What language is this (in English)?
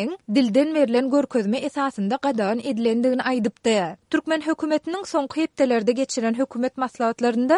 Turkmen